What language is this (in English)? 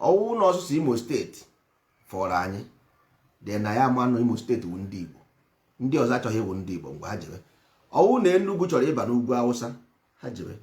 Igbo